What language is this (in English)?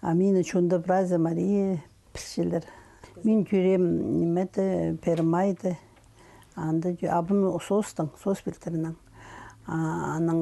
Khakas